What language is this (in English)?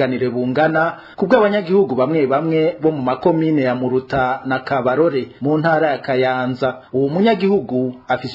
Rundi